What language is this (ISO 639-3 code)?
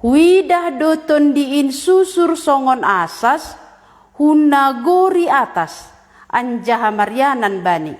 bts